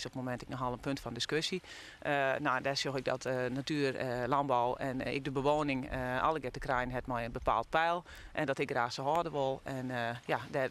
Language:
Western Frisian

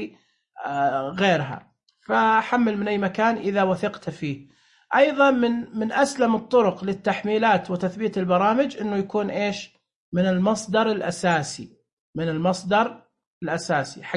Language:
Najdi Arabic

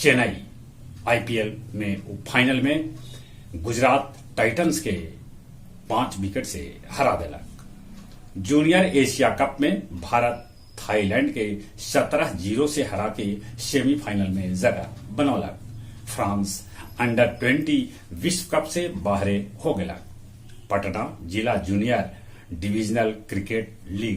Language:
Magahi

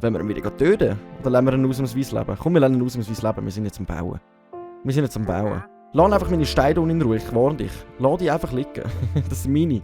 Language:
Swiss German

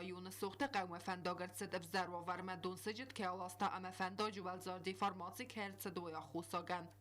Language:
Ossetic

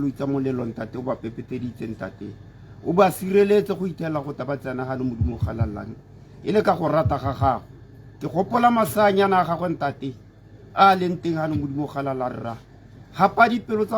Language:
Tswana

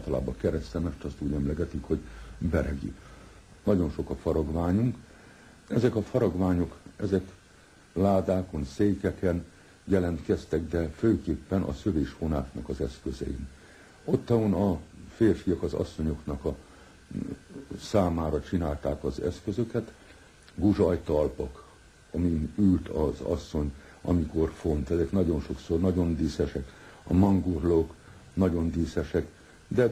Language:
Hungarian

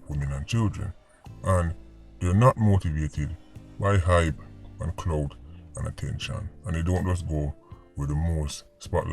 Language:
Jamaican Creole English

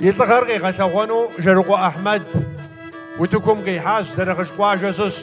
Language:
Kabardian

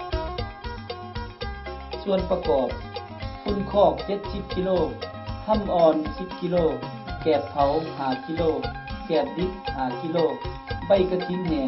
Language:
Lao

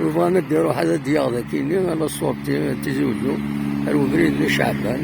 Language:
Kabyle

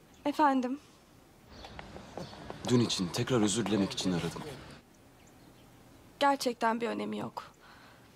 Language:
Turkish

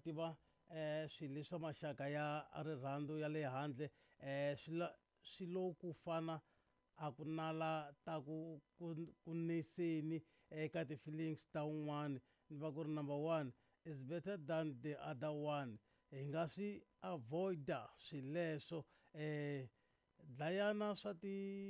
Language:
Tsonga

